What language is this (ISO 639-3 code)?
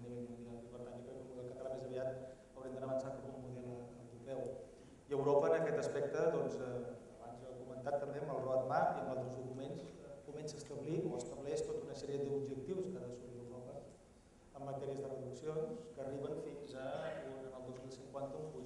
cat